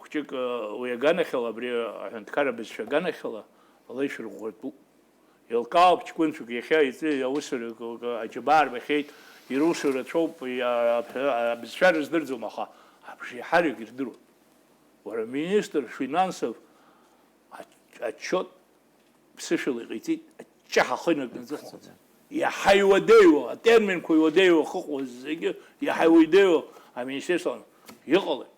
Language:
Abkhazian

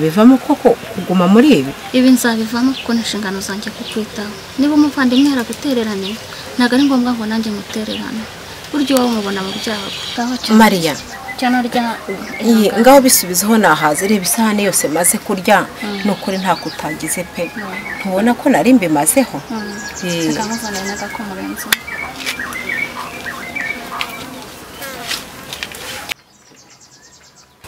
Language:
Kinyarwanda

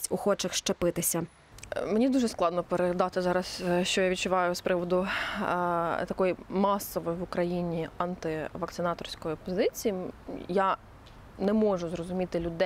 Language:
Ukrainian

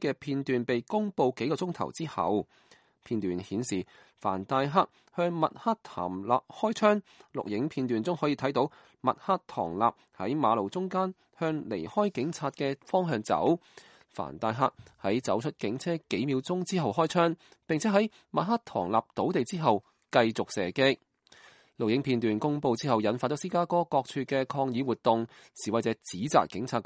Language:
Cantonese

